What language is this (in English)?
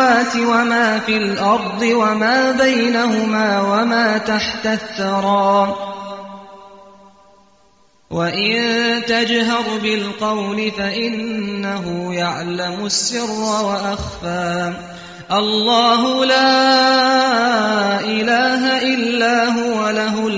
Arabic